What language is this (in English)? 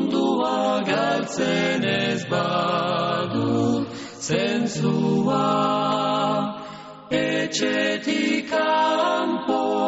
Basque